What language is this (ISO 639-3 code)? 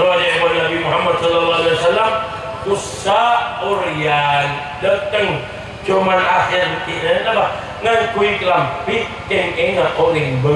mad